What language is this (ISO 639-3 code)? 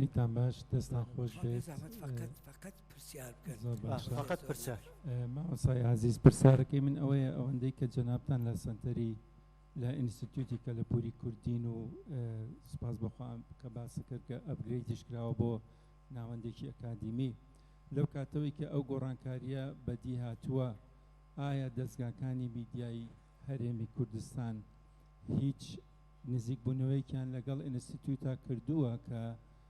ckb